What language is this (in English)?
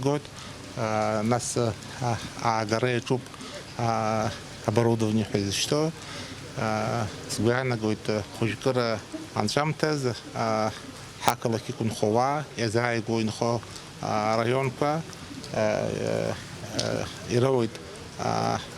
Abkhazian